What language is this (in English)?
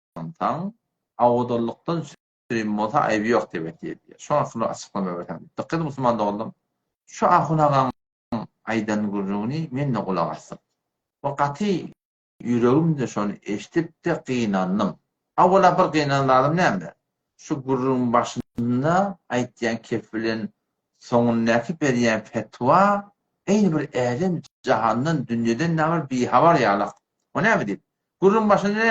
Turkmen